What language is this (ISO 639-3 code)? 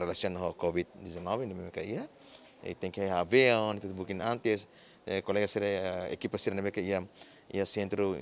tet